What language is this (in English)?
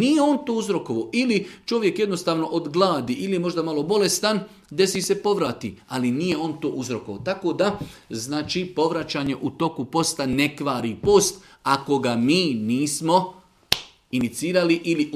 Serbian